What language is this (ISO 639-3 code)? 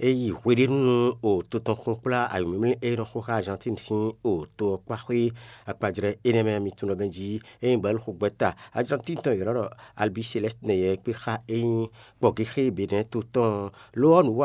fon